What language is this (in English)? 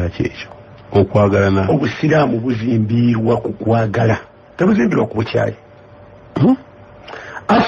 Ganda